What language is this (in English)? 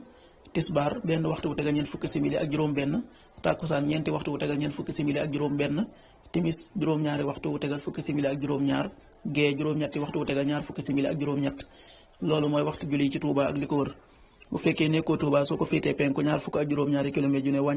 Wolof